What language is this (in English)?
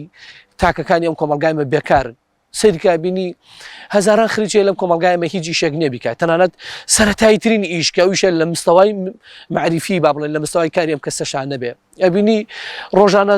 Central Kurdish